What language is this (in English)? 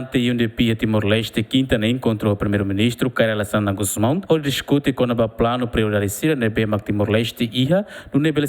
Tetum